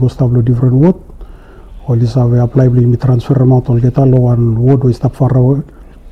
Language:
Bislama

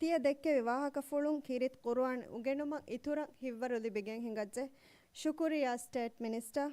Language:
Divehi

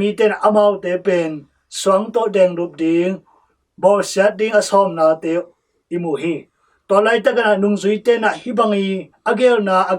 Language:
Tedim Chin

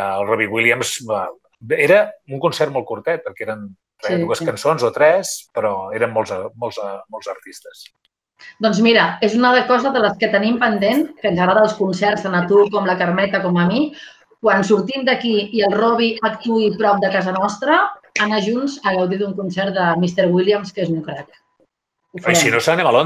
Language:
Catalan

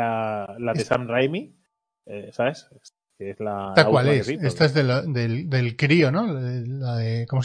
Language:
Spanish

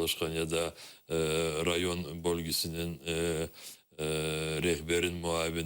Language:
Crimean Tatar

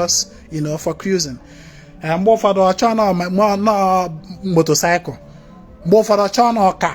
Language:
Igbo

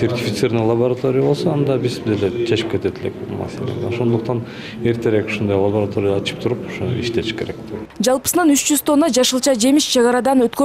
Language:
Kyrgyz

